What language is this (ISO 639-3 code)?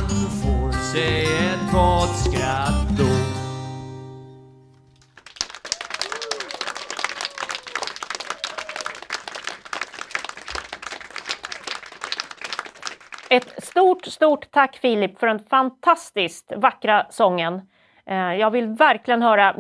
swe